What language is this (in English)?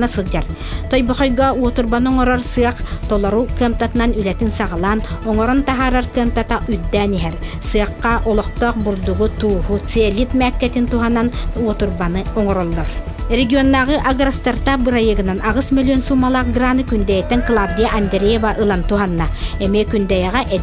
Yakut